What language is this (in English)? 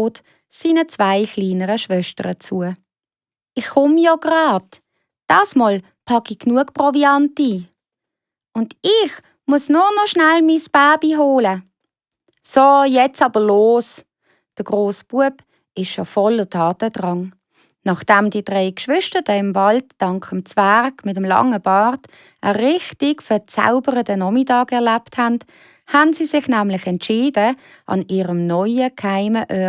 Swiss German